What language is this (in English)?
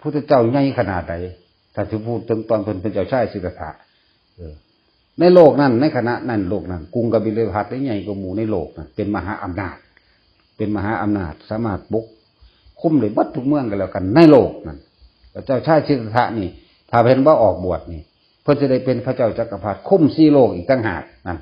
Northeastern Thai